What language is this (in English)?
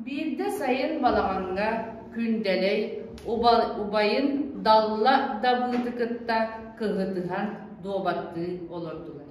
Yakut